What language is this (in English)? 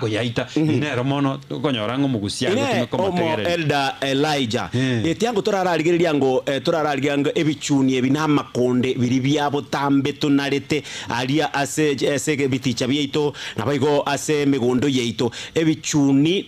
Gusii